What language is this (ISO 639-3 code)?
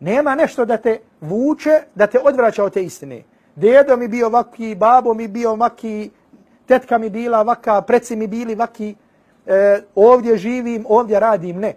bos